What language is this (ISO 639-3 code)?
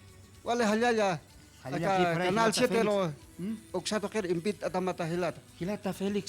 aym